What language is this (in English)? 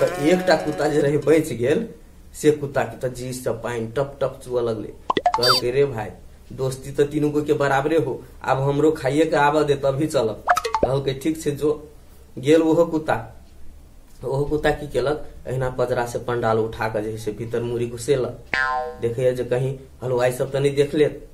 Maithili